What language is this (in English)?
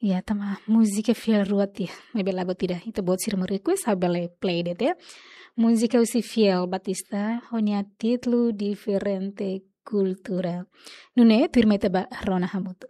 Tetum